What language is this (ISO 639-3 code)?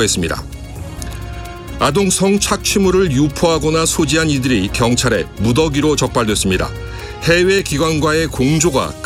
kor